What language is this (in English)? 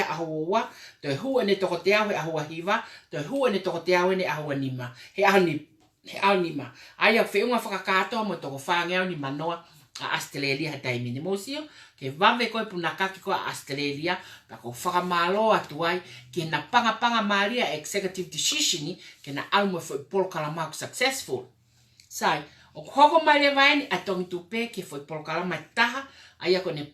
Tongan